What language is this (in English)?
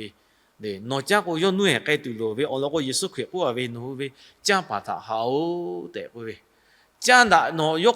Lahu